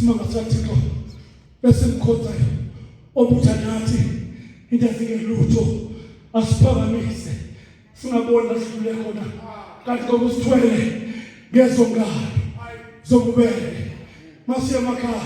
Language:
Zulu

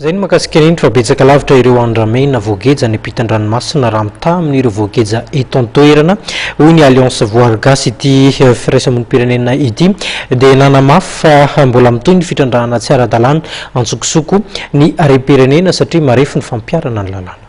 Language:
Malagasy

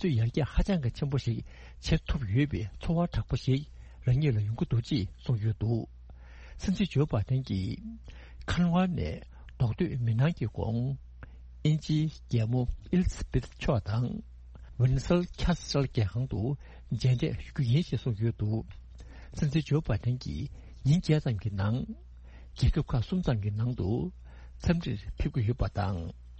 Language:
Tibetan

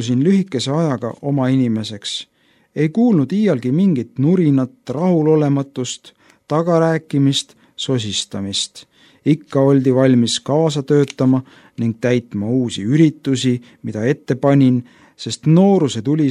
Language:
Estonian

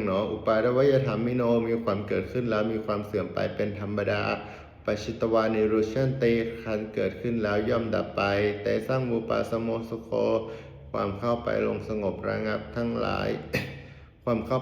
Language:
Pali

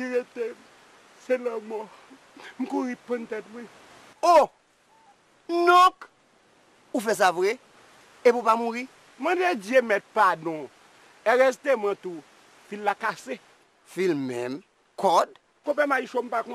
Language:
Haitian Creole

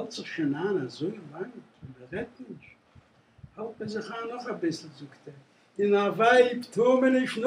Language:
Yiddish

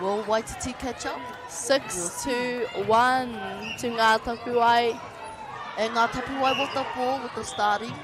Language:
Māori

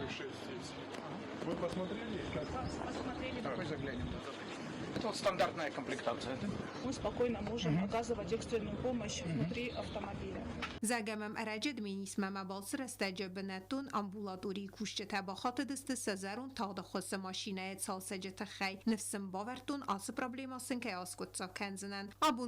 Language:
Ossetic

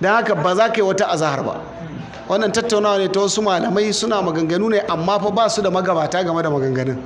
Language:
Hausa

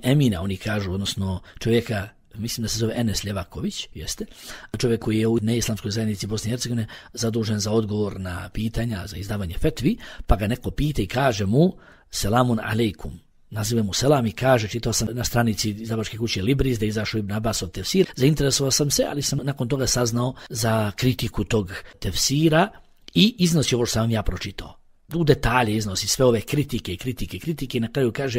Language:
Bosnian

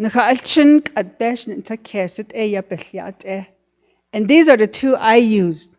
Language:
Navajo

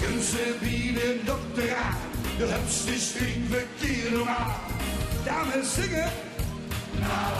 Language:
Limburgish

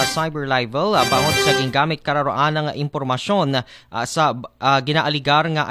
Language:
Aklanon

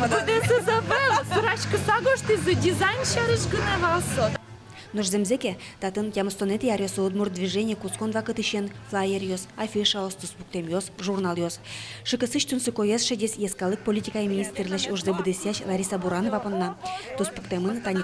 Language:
Udmurt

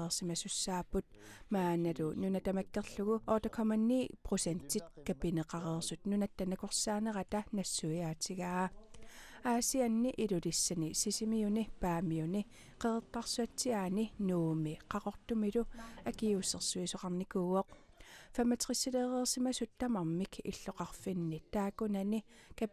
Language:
Kalaallisut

